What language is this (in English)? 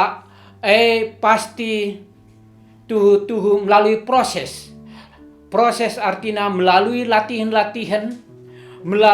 Batak Karo